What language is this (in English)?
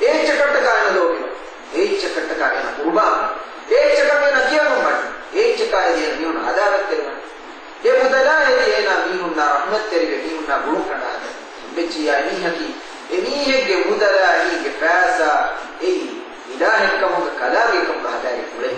Divehi